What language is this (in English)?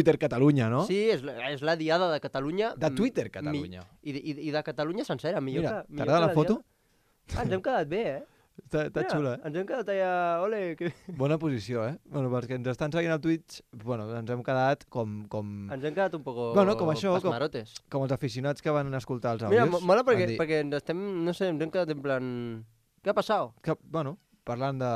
Catalan